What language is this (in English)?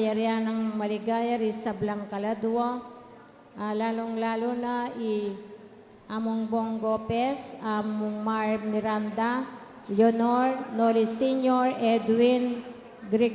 Pampanga